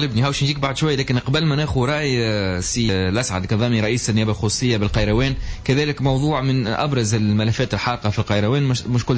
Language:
Tunisian Arabic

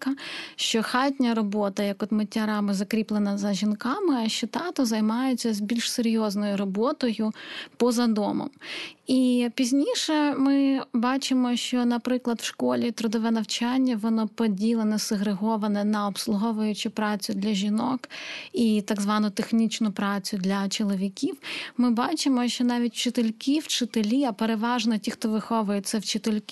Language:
Ukrainian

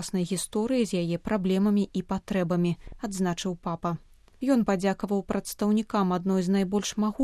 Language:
Belarusian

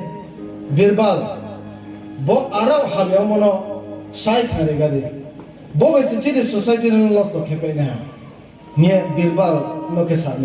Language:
Riang (India)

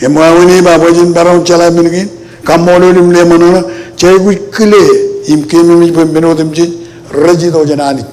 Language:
Marshallese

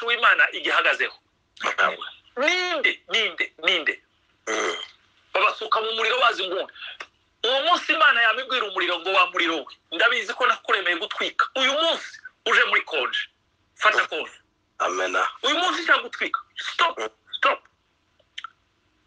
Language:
Kinyarwanda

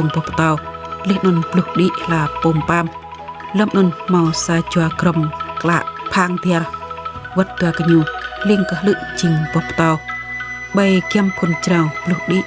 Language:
Jarai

